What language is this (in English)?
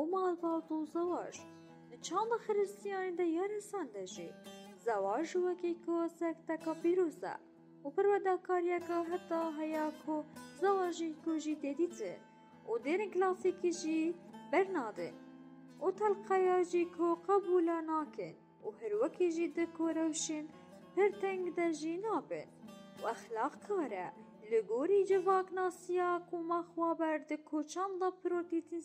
Kurdish